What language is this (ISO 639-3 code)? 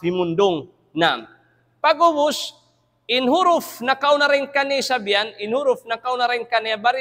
tsg